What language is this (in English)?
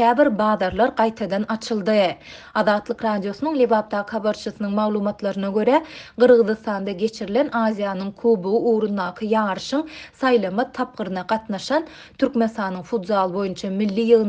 Turkmen